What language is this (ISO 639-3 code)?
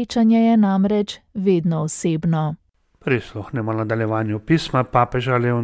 slv